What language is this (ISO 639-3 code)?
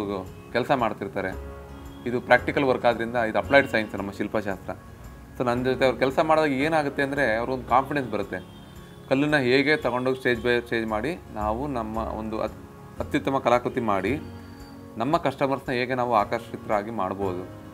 kan